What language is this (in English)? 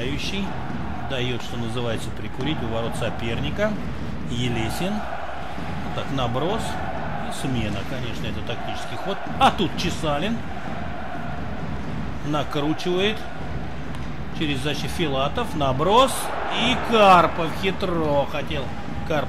Russian